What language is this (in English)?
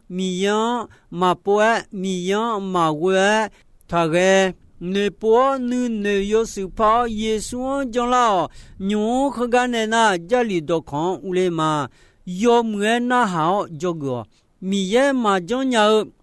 Akha